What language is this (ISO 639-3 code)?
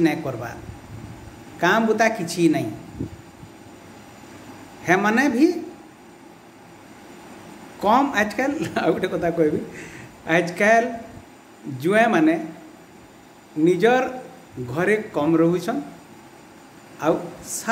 spv